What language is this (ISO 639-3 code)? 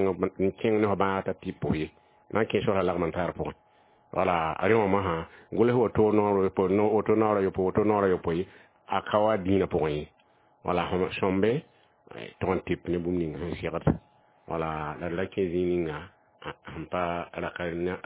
mos